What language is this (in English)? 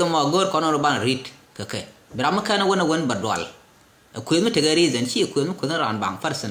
Nuer